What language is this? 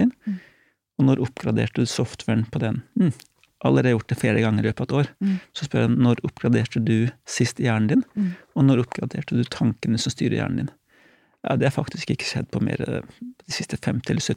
Norwegian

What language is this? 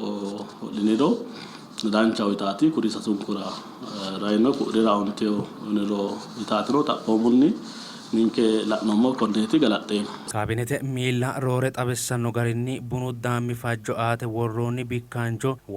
Sidamo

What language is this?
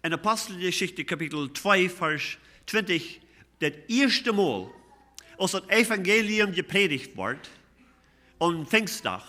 Plautdietsch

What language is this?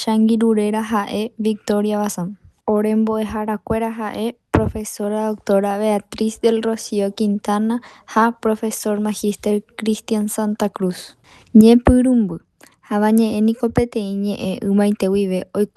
Guarani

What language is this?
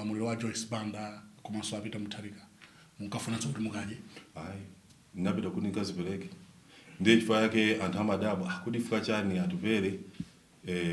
Nyanja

